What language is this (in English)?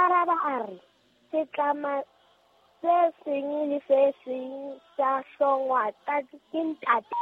Southern Sotho